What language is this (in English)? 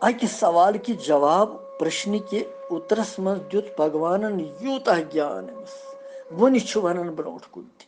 Kashmiri